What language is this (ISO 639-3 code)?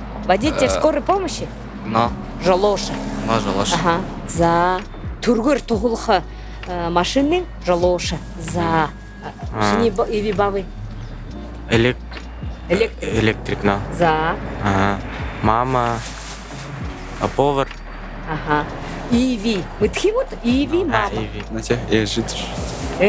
bua